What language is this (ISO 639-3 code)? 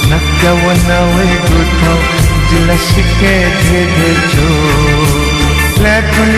new